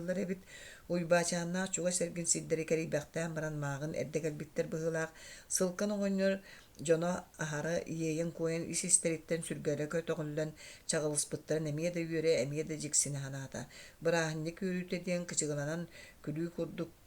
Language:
Yakut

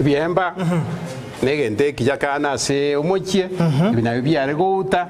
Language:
Gusii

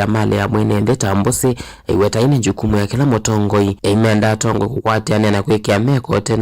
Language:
Kamba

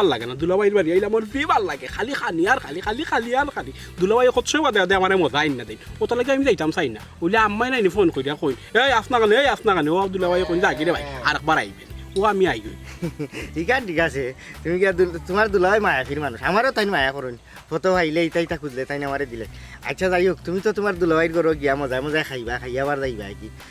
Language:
Sylheti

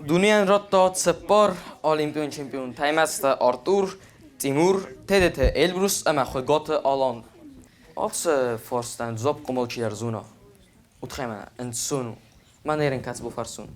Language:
Ossetic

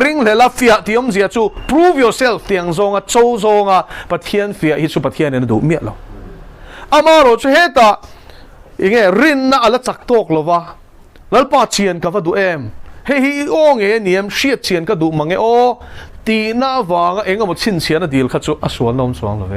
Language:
Mizo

